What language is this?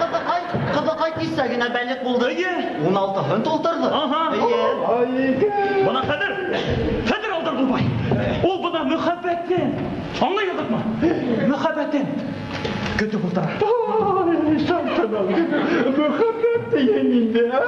Bashkir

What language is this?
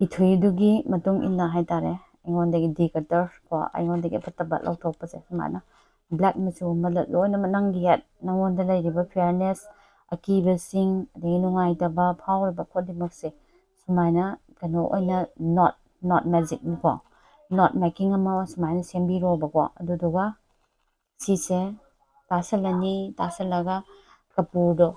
Manipuri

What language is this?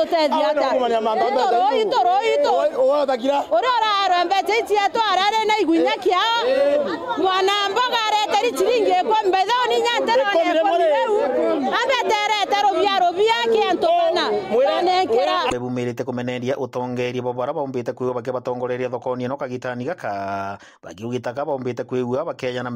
Meru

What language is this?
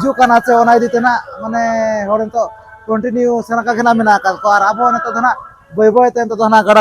Santali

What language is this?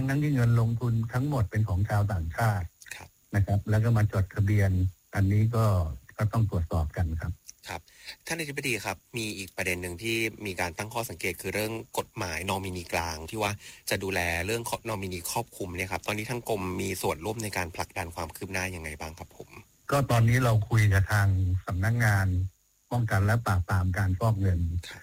Thai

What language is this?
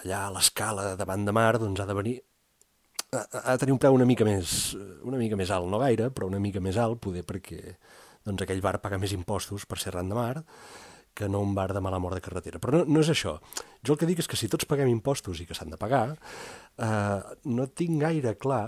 Catalan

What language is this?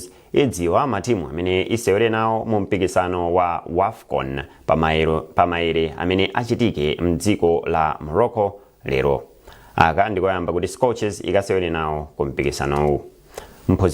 Nyanja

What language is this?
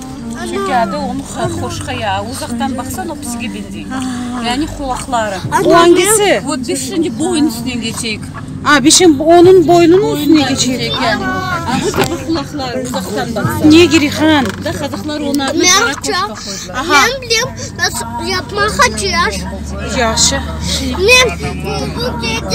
Crimean Tatar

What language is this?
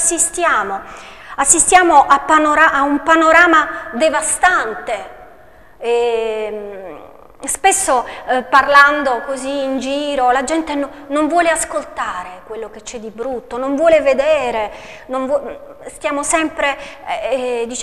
Italian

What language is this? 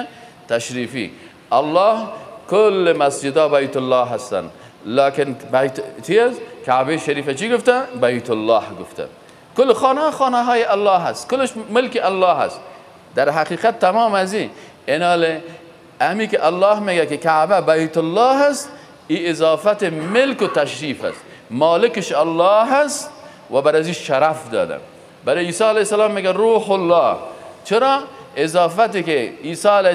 Persian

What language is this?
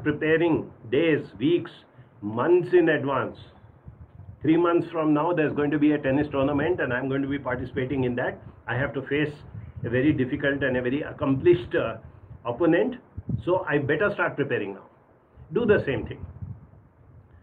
English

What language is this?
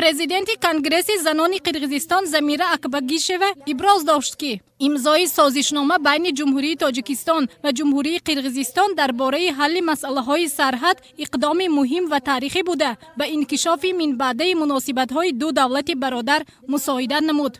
Tajik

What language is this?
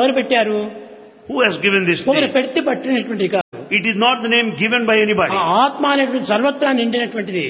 Telugu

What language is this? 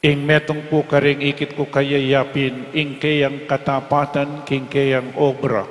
Pampanga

